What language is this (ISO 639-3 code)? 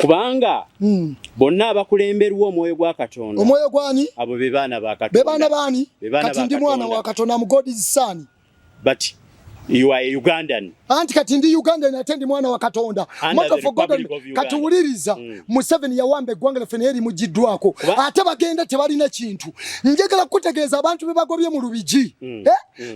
lug